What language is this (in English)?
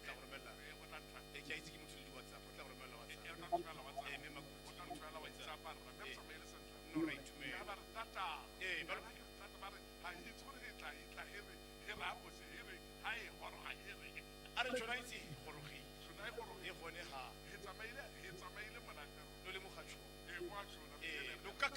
Tswana